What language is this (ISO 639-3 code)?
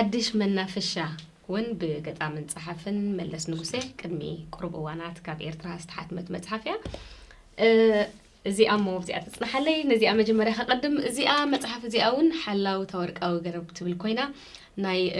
tir